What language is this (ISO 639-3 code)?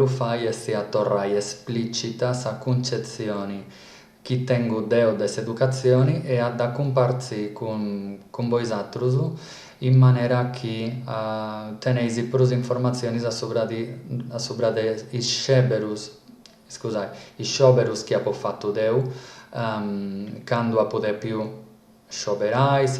srd